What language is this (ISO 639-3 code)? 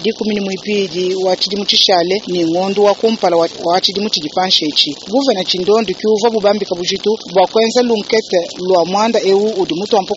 lua